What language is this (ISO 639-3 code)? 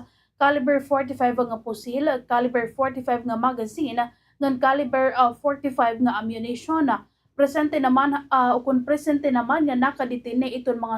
war